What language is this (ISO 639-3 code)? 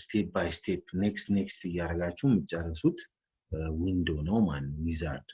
amh